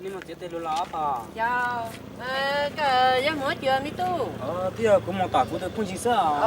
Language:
Hmong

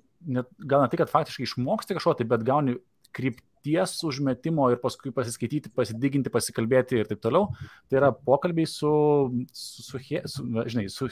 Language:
Lithuanian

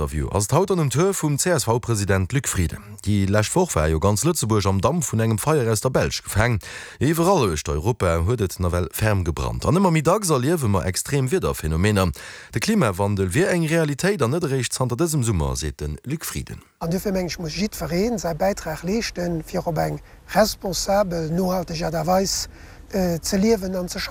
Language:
Luxembourgish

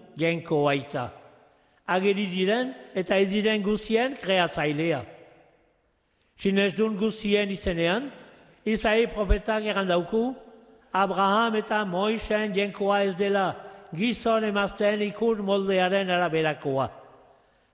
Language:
Basque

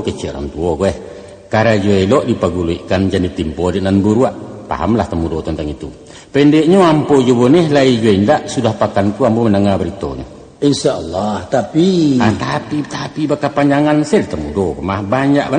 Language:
Minangkabau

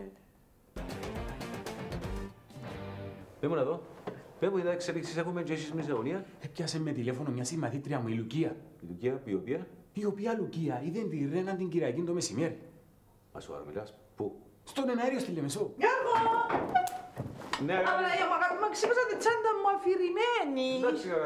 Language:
Greek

